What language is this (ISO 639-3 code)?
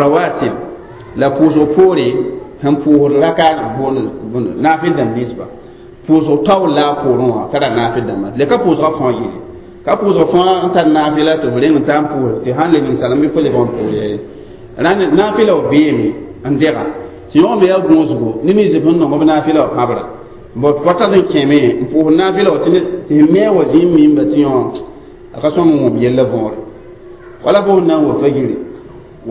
mos